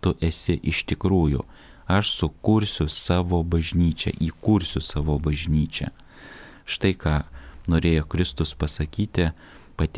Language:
Lithuanian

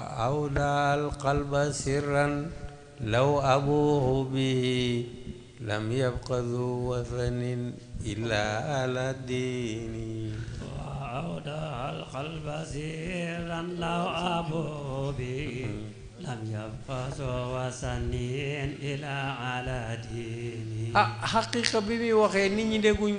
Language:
Wolof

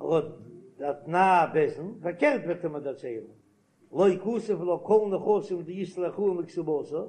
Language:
Yiddish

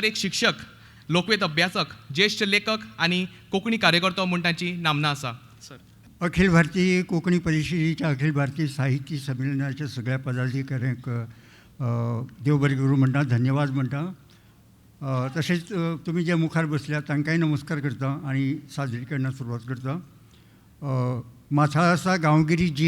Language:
Konkani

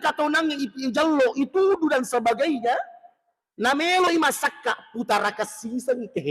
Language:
Buginese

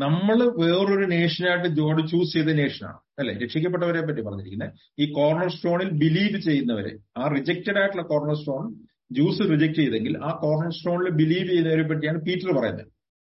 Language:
Malayalam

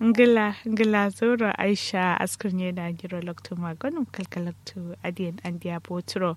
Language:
Kanuri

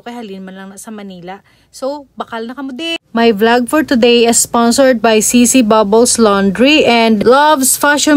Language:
Hiligaynon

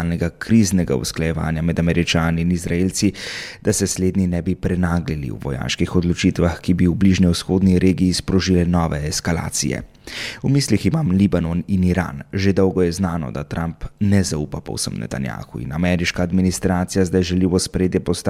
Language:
Slovenian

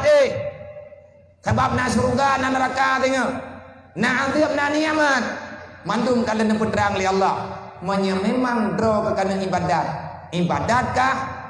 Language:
Achinese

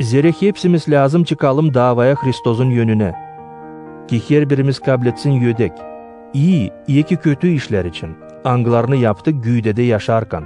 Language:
Gagauz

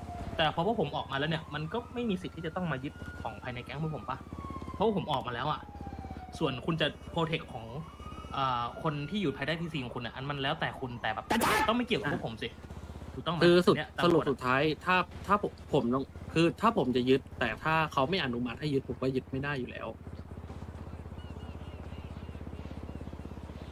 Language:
Thai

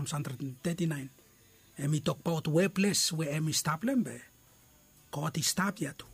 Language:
Bislama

